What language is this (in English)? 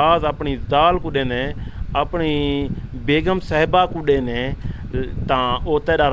Saraiki